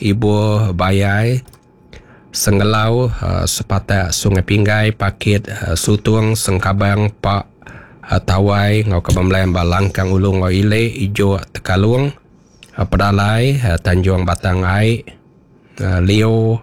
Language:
Iban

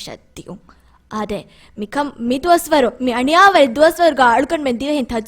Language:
Divehi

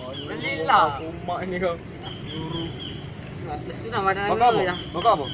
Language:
Musi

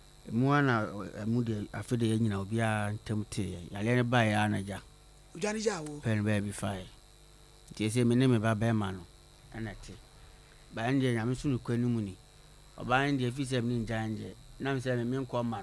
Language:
Akan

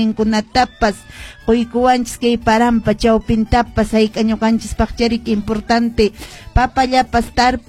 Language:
Quechua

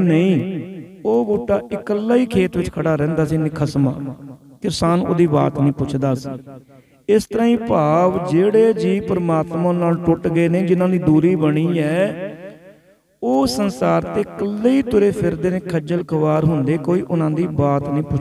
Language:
Punjabi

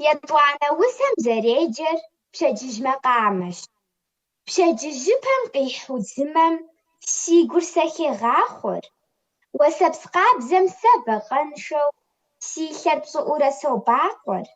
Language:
Kabardian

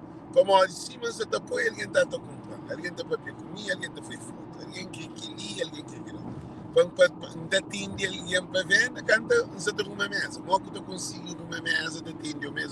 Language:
Kabuverdianu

